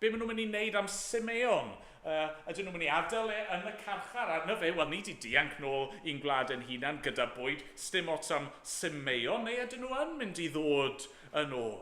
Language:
Welsh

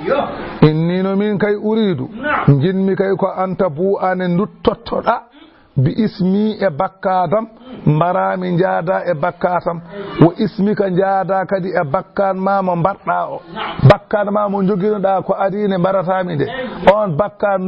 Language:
Fula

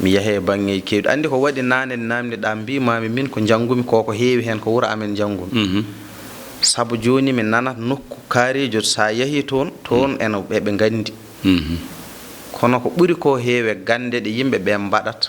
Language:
Fula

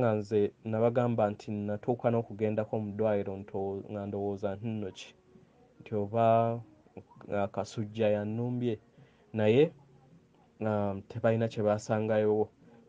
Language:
Ganda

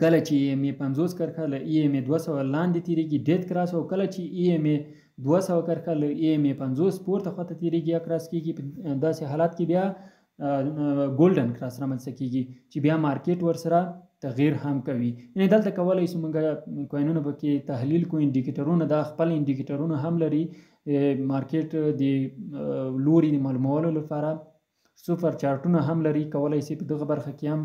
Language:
Pashto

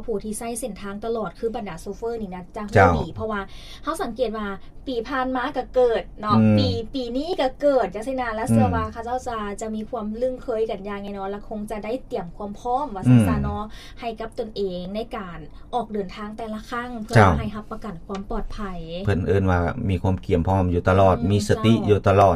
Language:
Lao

